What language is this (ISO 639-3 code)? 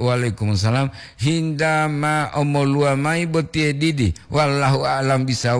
gor